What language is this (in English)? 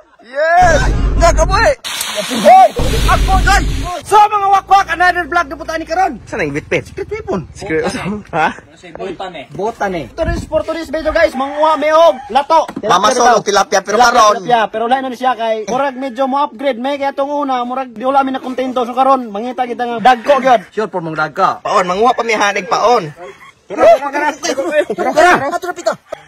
Cebuano